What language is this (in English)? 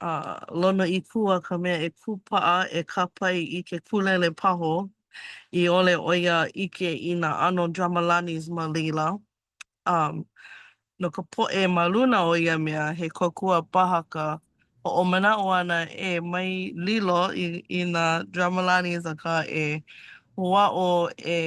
Hawaiian